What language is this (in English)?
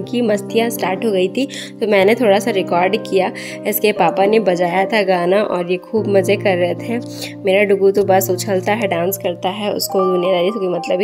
Hindi